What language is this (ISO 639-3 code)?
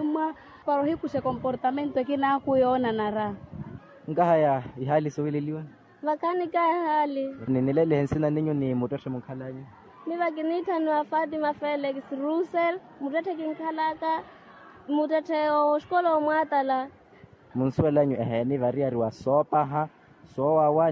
vmw